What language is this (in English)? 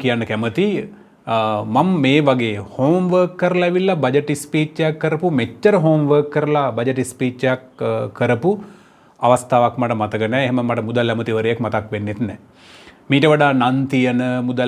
Sinhala